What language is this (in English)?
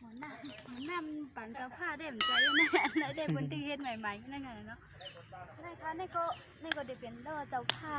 Shan